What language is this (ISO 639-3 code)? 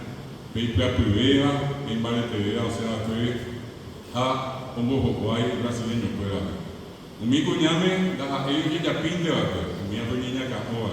grn